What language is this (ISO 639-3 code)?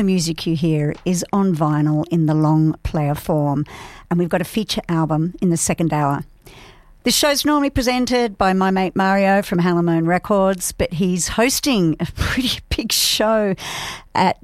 eng